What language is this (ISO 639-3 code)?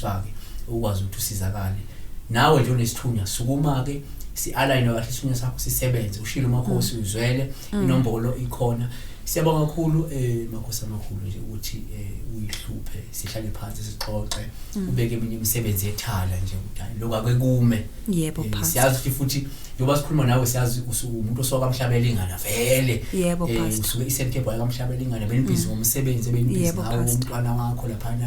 zul